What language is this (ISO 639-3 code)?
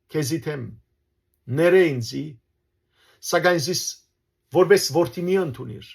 hyw